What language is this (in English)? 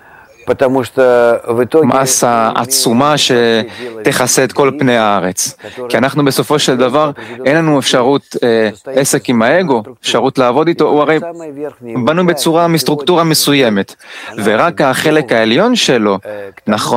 Hebrew